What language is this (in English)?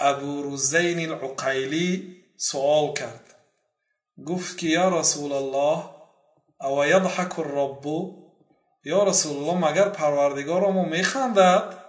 Persian